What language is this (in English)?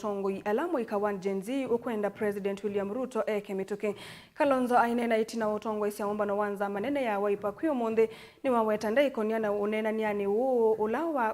Kamba